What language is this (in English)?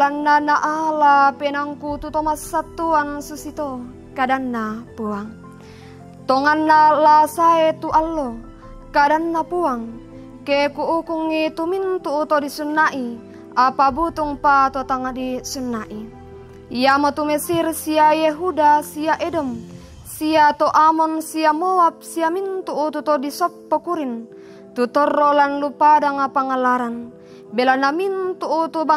Toraja-Sa'dan